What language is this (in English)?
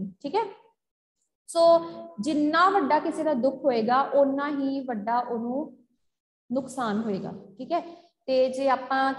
Punjabi